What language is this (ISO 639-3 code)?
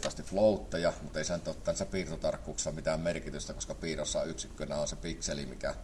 fin